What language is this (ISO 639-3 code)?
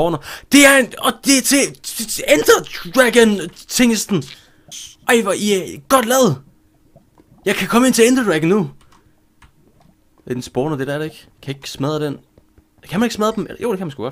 dan